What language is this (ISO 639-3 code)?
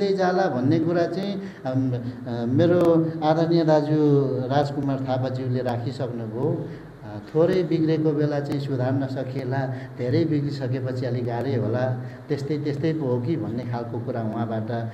nep